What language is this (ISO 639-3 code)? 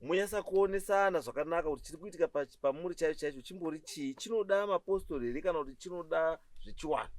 sna